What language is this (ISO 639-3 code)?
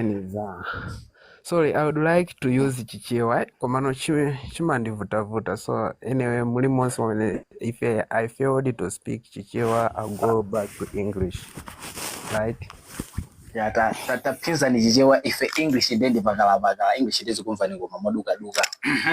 nya